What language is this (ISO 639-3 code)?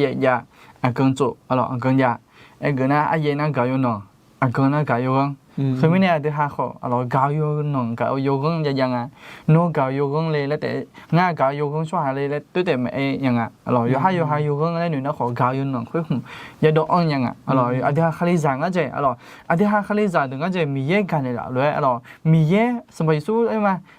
ahk